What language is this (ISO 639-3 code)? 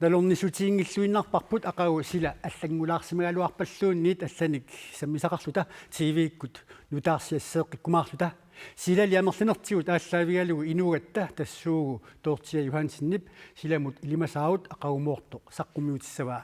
kal